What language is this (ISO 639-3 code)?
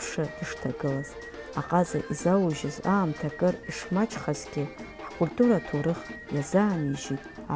abk